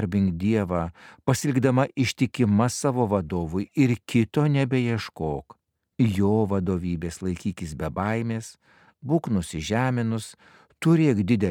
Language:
Lithuanian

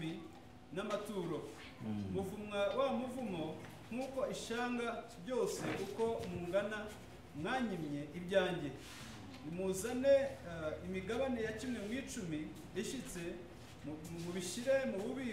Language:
Kinyarwanda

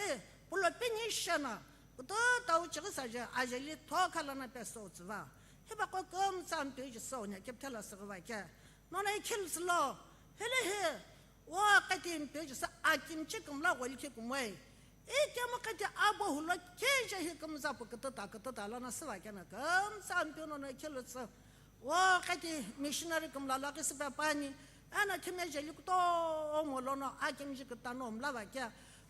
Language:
Sumi Naga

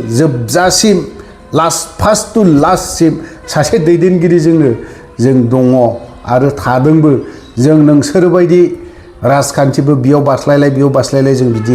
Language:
Bodo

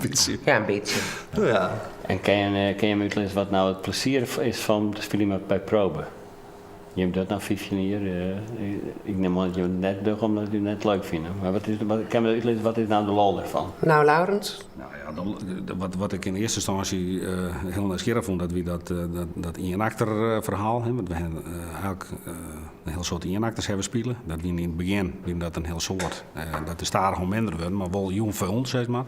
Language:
Western Frisian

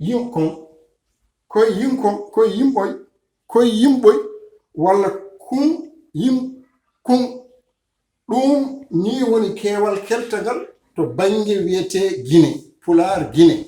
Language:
Fula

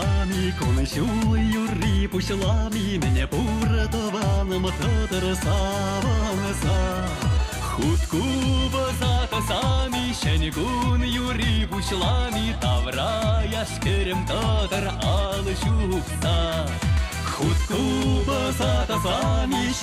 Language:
Chuvash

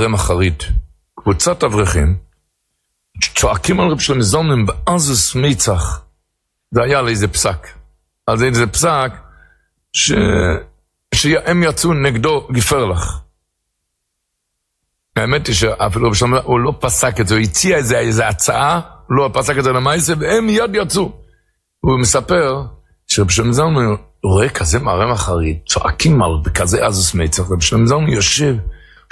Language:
Hebrew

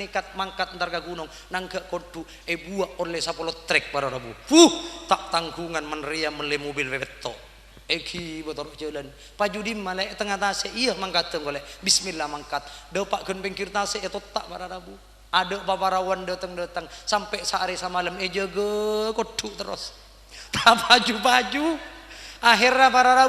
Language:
Madurese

